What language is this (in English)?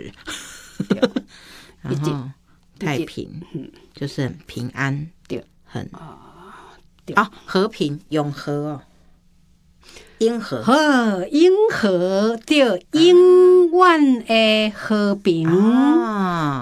Chinese